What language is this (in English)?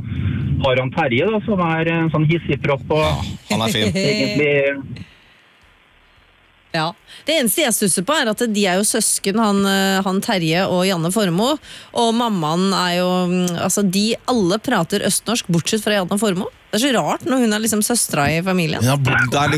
Norwegian